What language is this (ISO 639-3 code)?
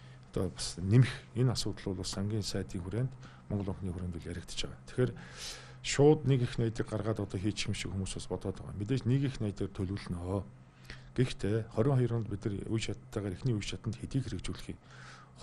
mon